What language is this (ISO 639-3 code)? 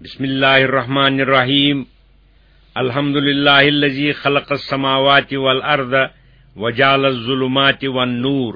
kas